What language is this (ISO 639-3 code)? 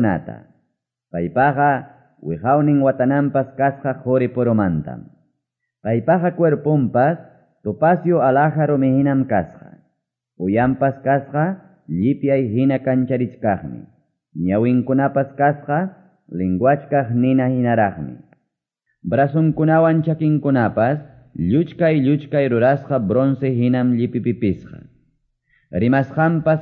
que